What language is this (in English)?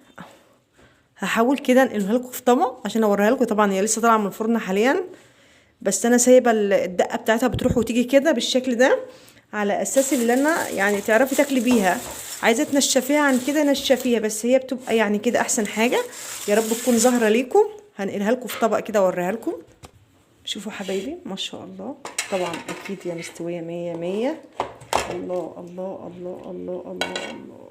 Egyptian Arabic